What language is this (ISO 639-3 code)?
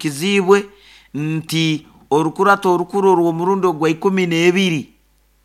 nyo